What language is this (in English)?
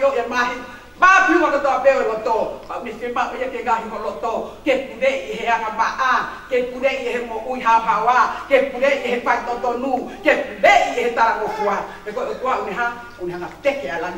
Tongan